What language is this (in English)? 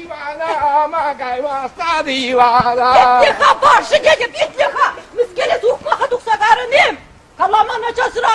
Chuvash